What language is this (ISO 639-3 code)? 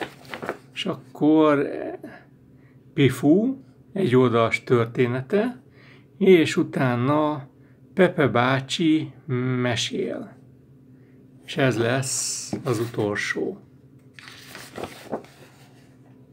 hun